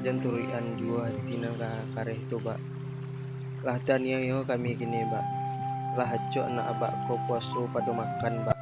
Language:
Minangkabau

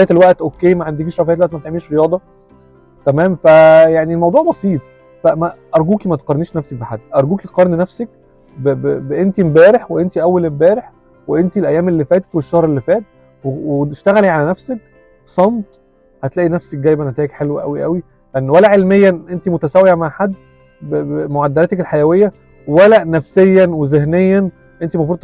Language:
Egyptian Arabic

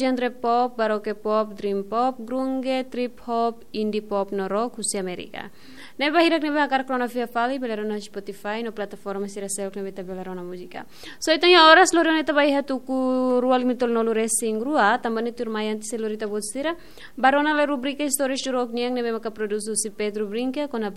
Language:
Tetum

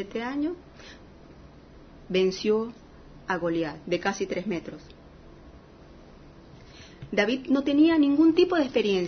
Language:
Spanish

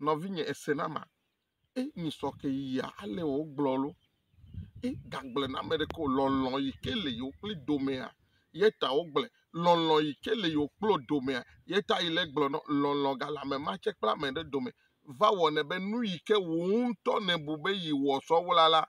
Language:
Ewe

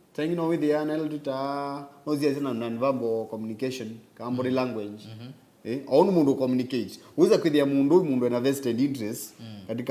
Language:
Kamba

